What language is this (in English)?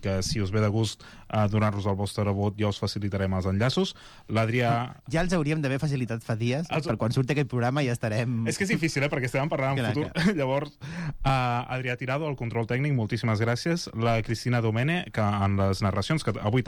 Catalan